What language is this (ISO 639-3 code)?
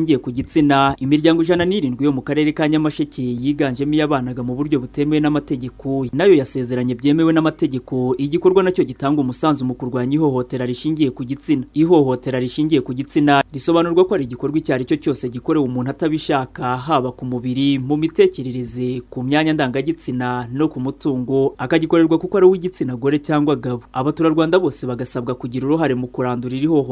kin